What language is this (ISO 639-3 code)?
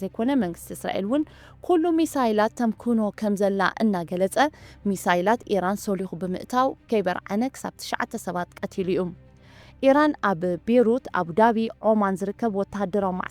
tir